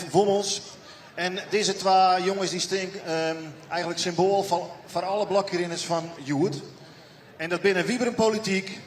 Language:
Western Frisian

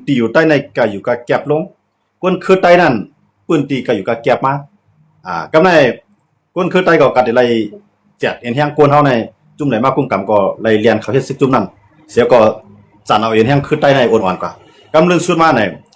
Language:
Shan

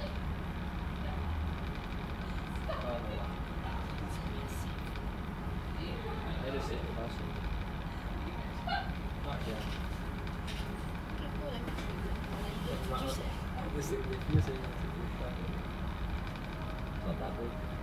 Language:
English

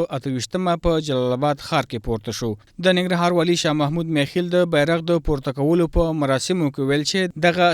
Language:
Pashto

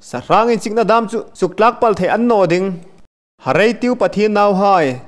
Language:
Hmar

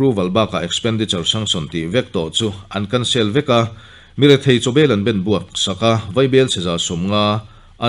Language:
Mizo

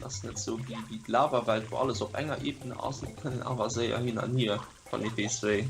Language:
Luxembourgish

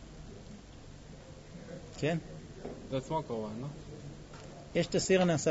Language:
Hebrew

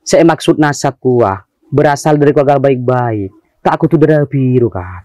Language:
Madurese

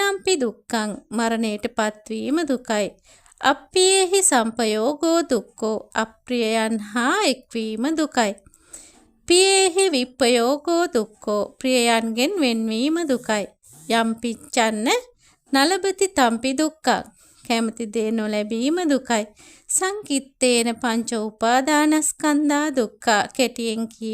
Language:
Sinhala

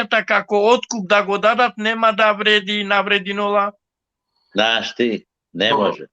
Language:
Balkan Romani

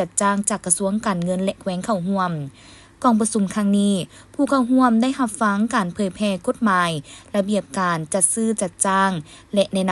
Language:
Lao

